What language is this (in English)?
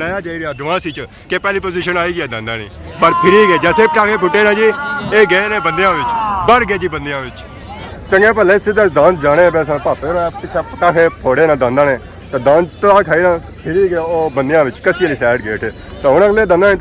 Pahari-Potwari